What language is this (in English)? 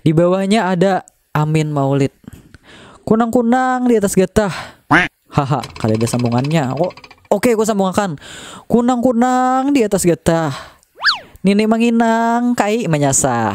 Banjar